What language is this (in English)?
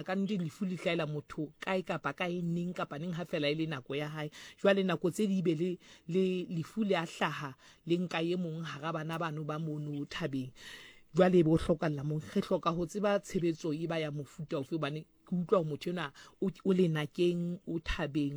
Southern Sotho